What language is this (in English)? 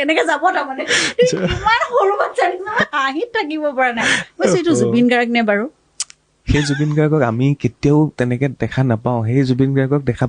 Assamese